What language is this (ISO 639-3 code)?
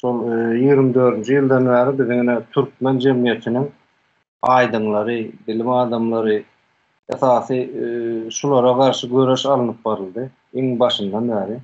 tuk